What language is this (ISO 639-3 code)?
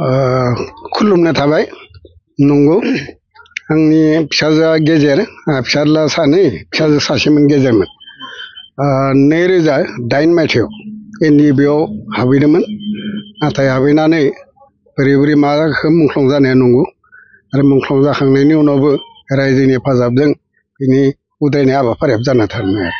brx